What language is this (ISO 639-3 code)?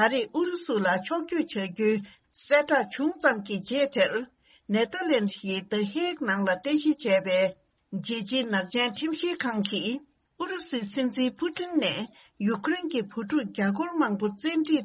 bod